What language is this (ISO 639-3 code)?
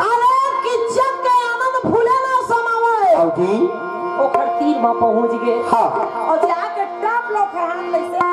hne